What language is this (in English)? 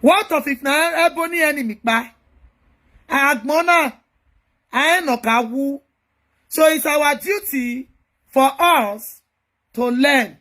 Nigerian Pidgin